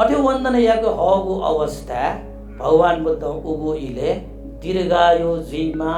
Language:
Newari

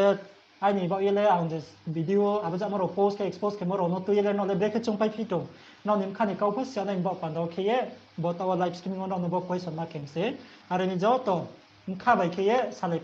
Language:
Riang (India)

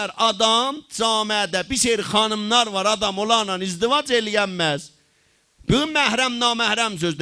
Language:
South Azerbaijani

